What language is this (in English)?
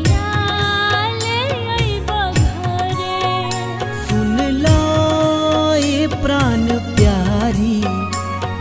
Bhojpuri